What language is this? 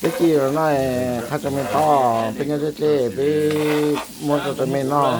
Hmong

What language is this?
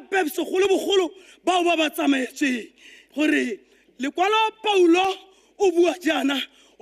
Tswana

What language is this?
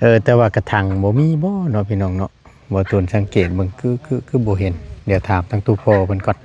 Northeastern Thai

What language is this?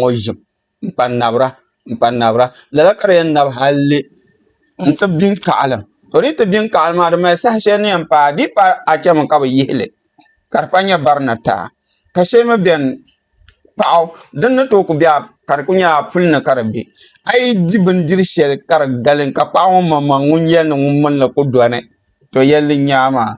Dagbani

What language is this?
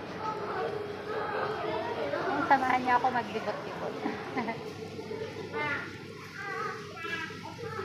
Filipino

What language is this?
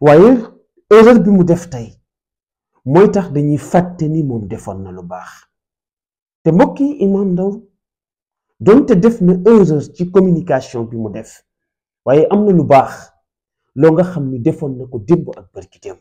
Wolof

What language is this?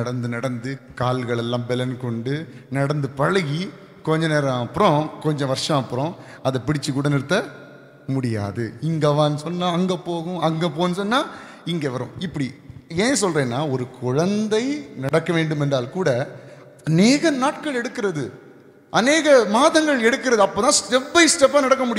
Tamil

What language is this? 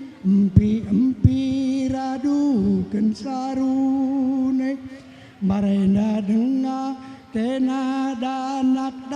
Batak Karo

